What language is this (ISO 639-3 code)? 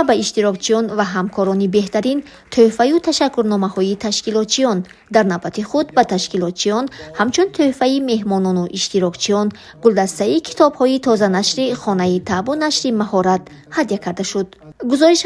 tgk